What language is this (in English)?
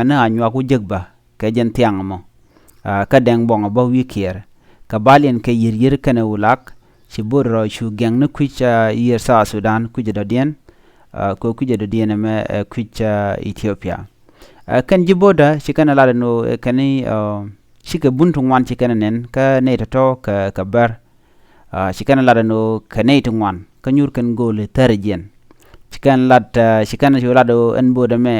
Nuer